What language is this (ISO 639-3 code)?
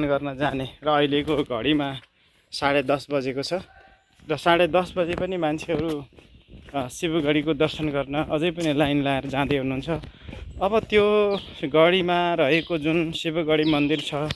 nep